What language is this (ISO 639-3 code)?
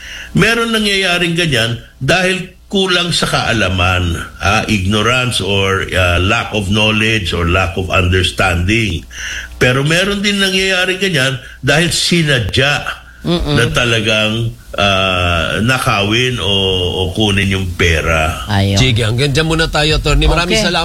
fil